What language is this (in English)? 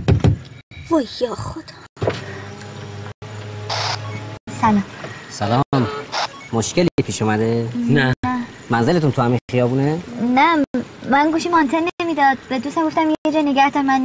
Persian